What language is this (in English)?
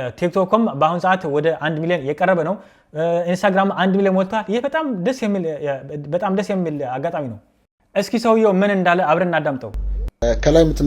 Amharic